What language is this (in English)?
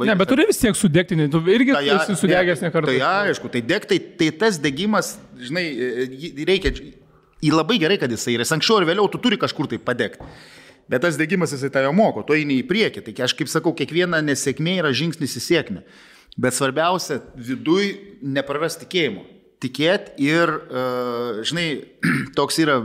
Lithuanian